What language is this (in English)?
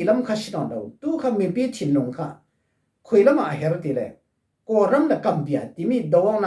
Falam Chin